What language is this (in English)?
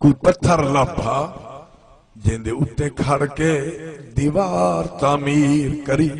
Saraiki